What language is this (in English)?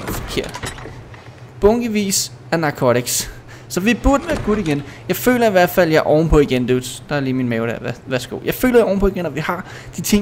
Danish